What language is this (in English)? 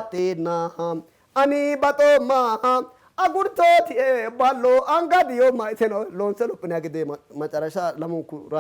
Sidamo